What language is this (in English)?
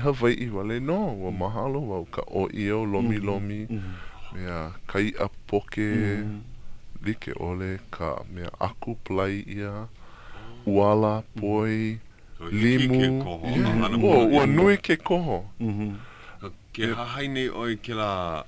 Hawaiian